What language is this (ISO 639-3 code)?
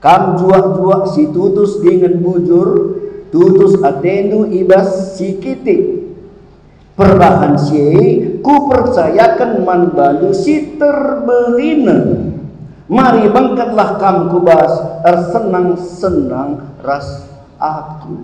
btx